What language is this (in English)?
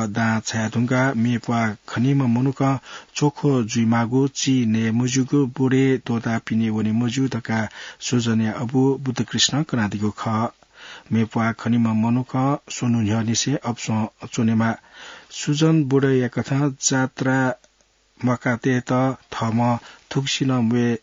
Newari